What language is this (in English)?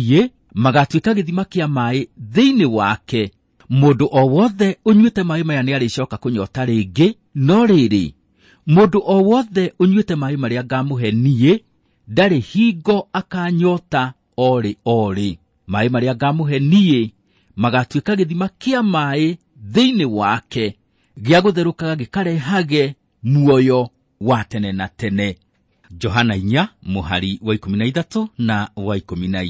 Kikuyu